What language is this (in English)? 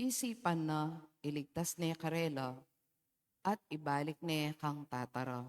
Pampanga